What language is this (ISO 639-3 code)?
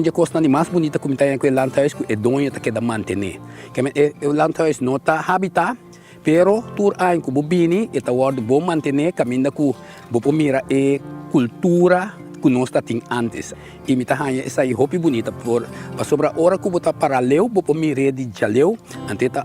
pap